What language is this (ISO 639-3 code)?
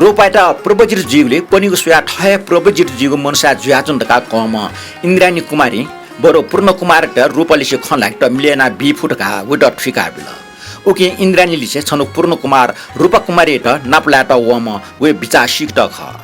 new